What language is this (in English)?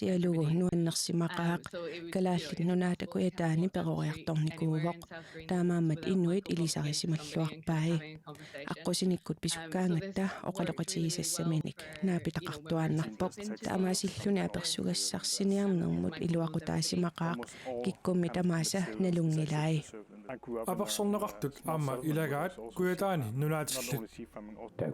Kalaallisut